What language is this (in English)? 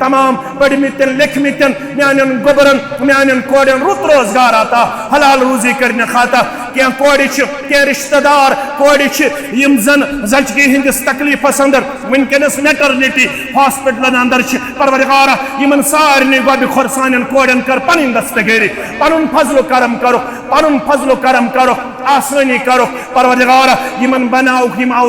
Kashmiri